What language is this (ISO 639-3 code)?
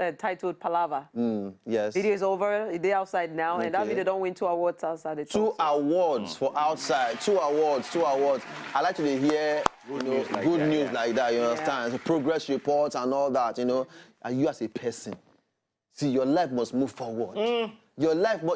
pcm